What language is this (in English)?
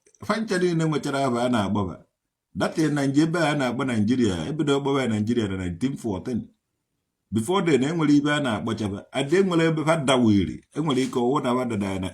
Igbo